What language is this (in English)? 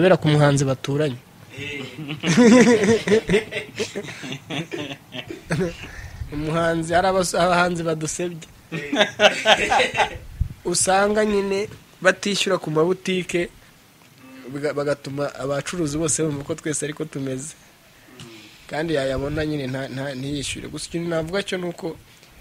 Kinyarwanda